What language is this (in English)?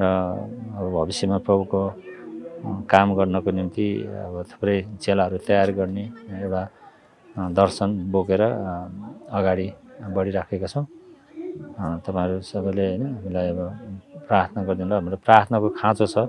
Nepali